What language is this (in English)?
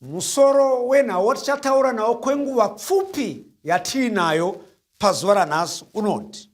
Shona